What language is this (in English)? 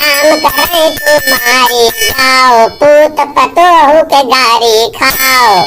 Awadhi